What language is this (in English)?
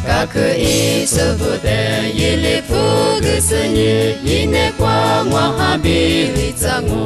Lisu